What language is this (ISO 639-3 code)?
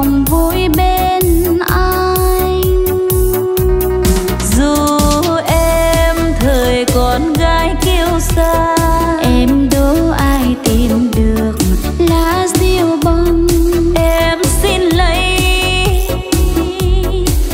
vie